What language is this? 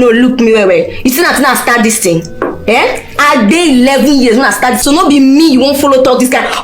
Nigerian Pidgin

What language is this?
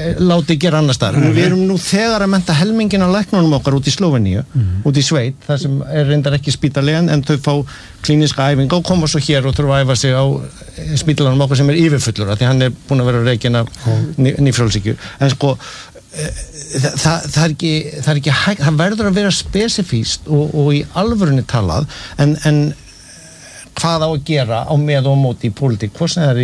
Icelandic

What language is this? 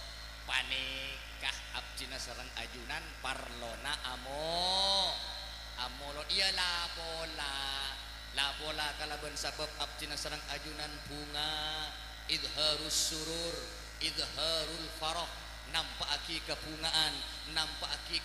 Madurese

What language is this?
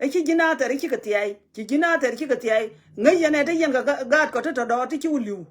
Nuer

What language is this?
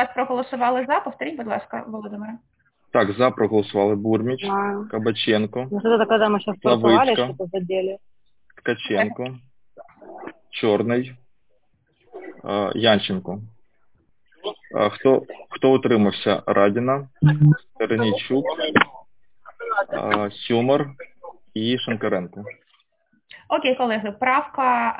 Ukrainian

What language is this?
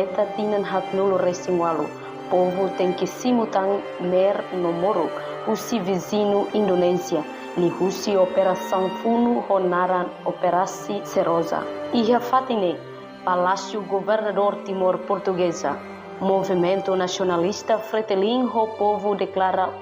Tetum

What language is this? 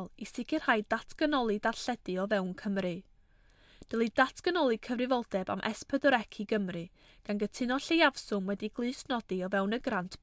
Welsh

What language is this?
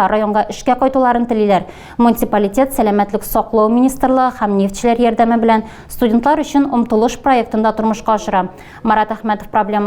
Tatar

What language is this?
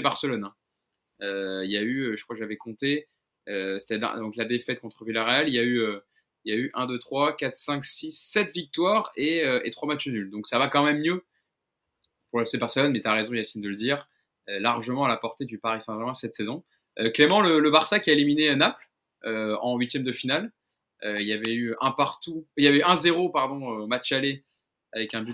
French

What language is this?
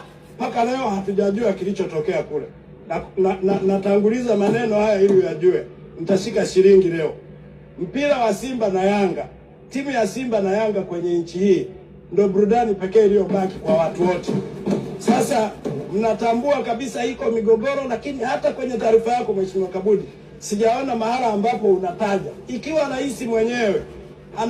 Swahili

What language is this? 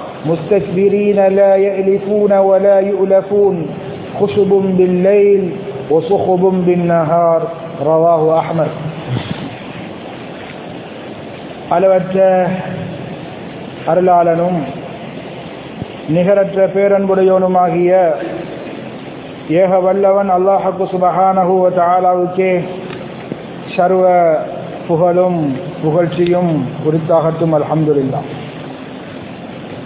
Tamil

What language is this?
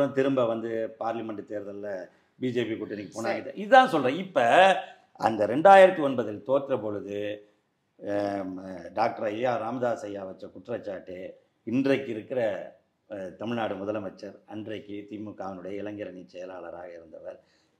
Tamil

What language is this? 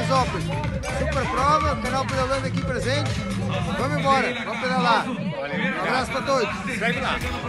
Portuguese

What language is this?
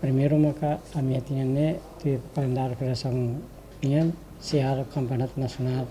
Tetum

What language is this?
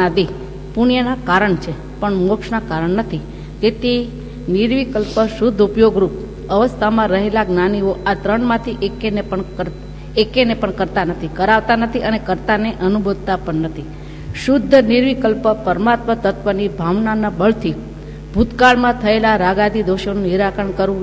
Gujarati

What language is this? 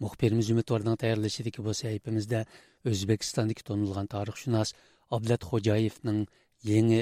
Uyghur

